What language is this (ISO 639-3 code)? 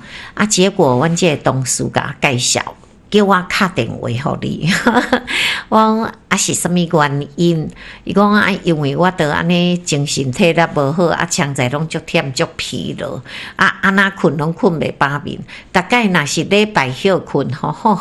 nan